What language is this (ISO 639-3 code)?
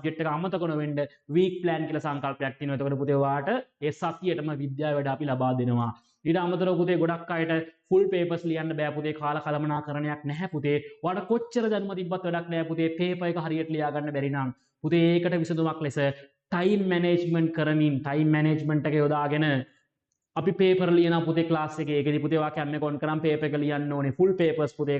sin